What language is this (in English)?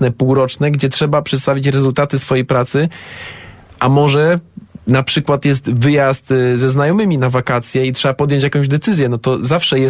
Polish